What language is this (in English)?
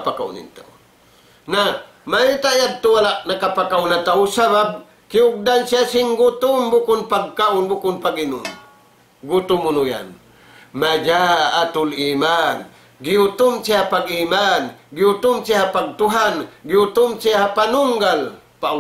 Tausug